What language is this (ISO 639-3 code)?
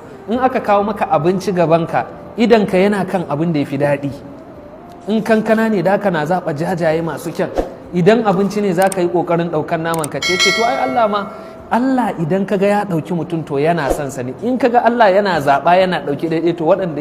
hau